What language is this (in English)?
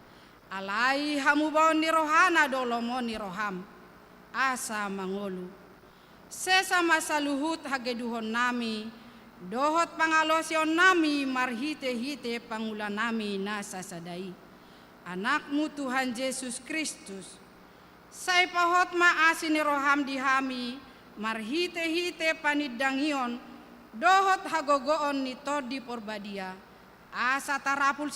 Batak Toba